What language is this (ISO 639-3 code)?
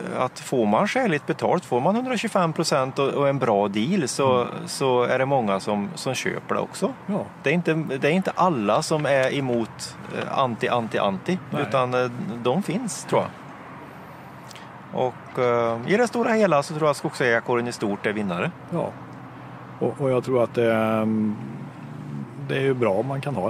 swe